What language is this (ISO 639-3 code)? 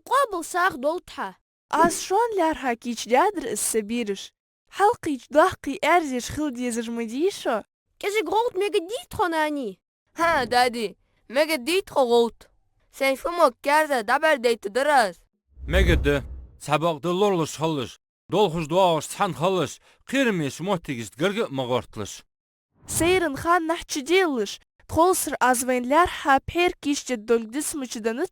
inh